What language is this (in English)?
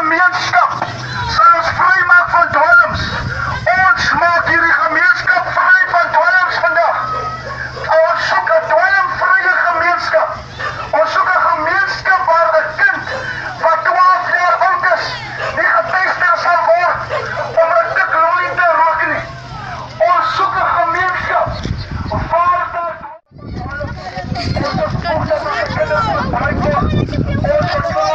Afrikaans